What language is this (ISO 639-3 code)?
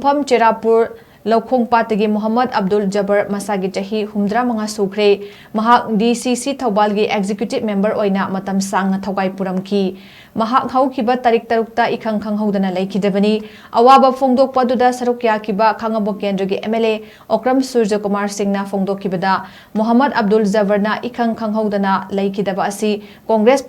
mni